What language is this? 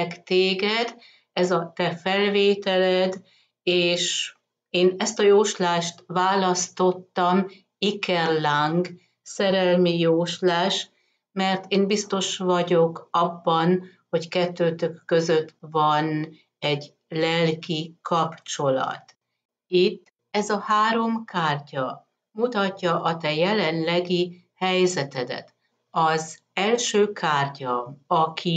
Hungarian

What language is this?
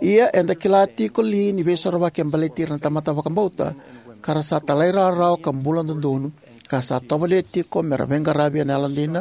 Fijian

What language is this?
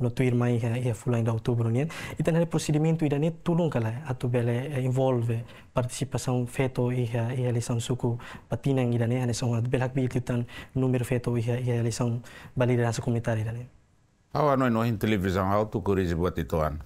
Tetum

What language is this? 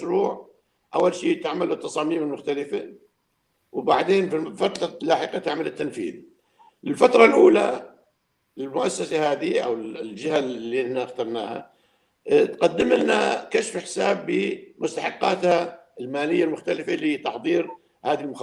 North Levantine Arabic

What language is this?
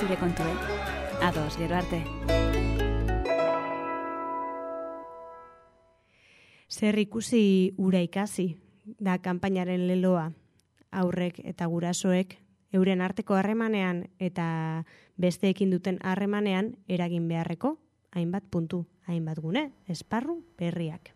Basque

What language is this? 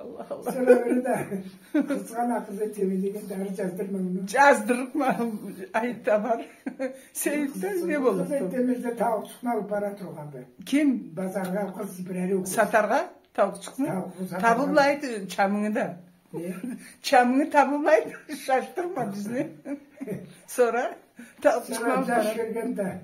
Karachay-Balkar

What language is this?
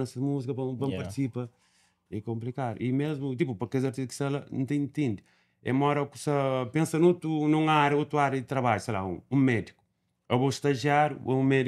Kabuverdianu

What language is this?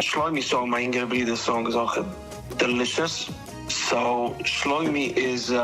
Yiddish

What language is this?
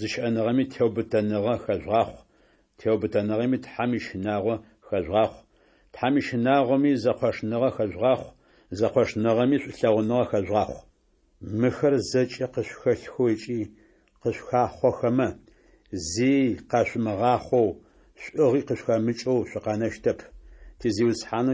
Adyghe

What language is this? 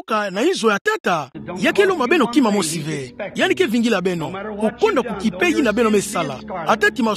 Kituba (Democratic Republic of Congo)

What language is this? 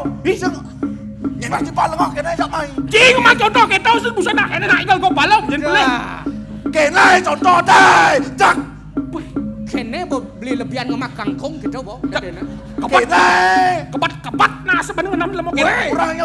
Balinese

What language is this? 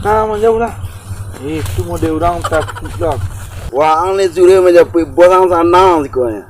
Minangkabau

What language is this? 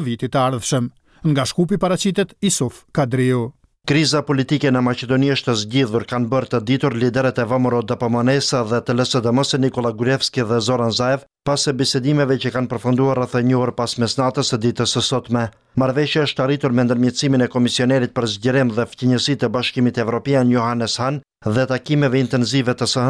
Albanian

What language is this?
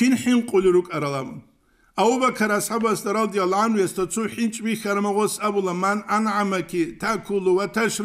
Avaric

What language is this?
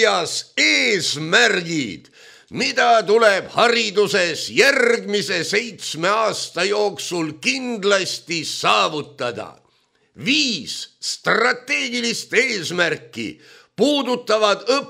Estonian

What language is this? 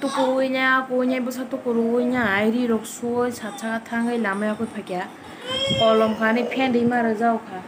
Kok Borok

